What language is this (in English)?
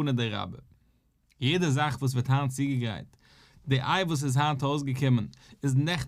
Yiddish